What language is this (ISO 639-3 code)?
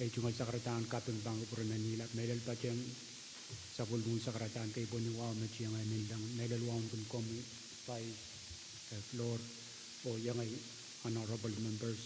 pon